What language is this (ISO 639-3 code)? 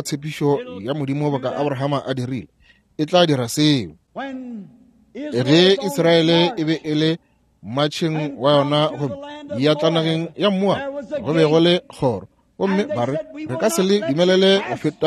nso